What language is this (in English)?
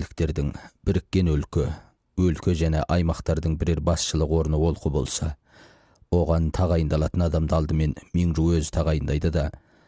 Kazakh